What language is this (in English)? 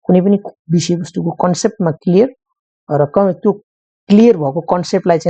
Nepali